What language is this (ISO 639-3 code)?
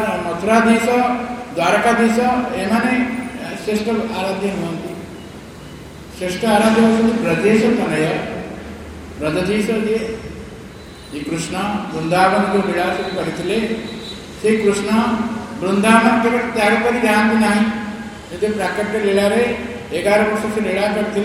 ori